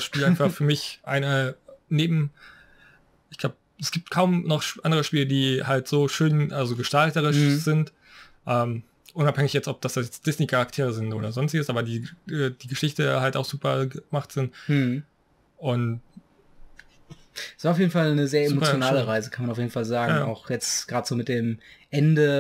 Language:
German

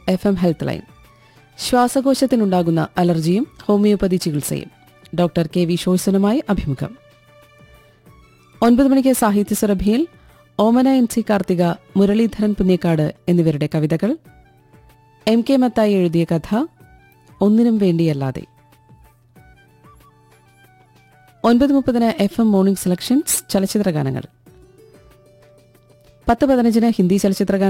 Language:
Malayalam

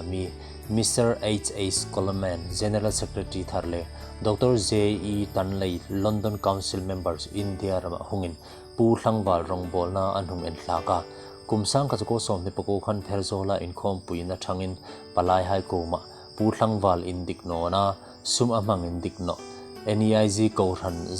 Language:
Hmar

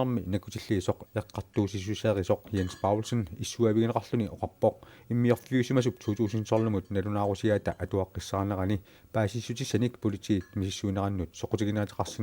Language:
Kalaallisut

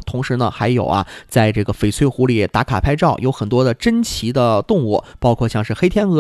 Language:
Chinese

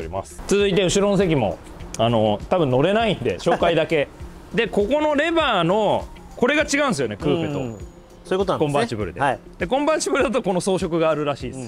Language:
Japanese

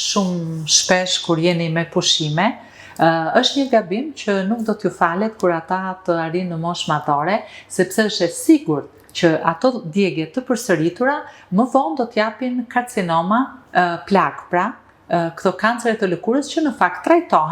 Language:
Albanian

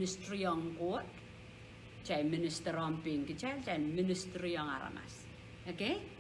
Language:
Pohnpeian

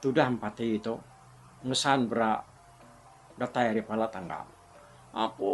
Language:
Iban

